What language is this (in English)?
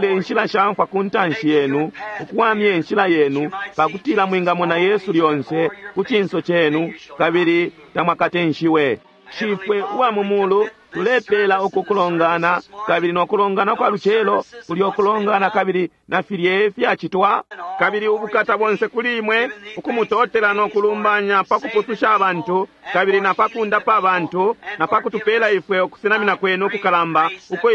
Bemba